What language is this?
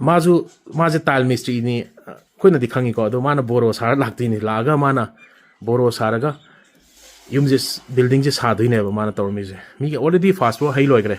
Manipuri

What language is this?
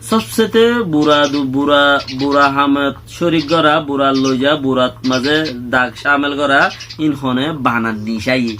Rohingya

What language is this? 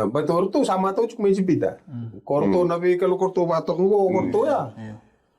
Fijian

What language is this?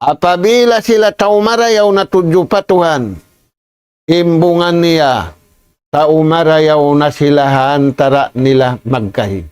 Tausug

